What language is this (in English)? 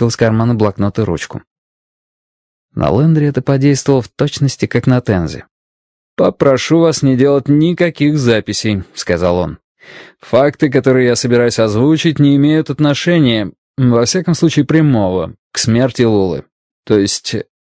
Russian